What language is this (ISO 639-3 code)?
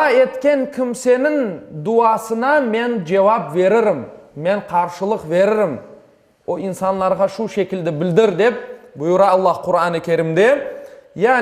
crh